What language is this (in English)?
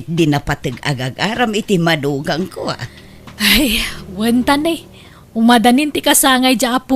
Iloko